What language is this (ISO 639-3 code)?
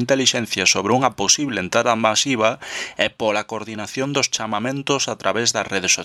glg